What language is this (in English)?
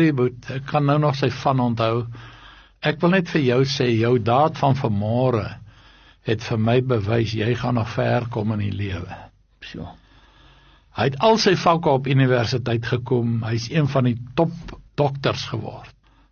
Afrikaans